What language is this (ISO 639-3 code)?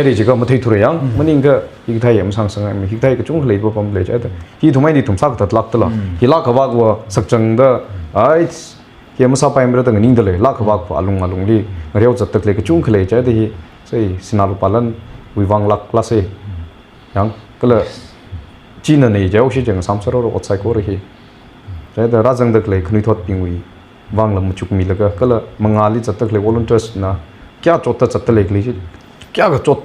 nmf